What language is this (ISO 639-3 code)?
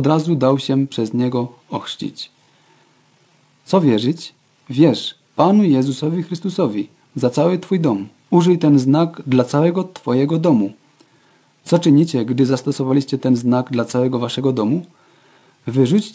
pol